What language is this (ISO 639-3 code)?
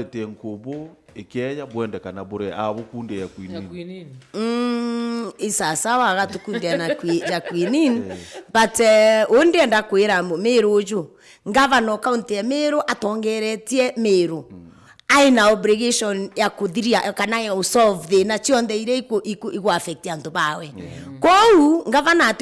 mer